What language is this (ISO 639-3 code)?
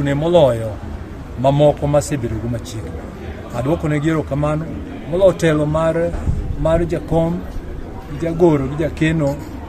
luo